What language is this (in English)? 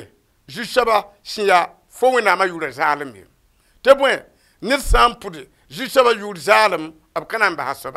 Mossi